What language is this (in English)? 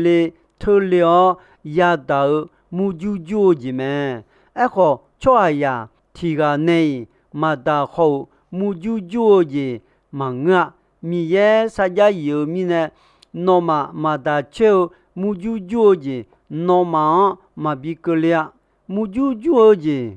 Akha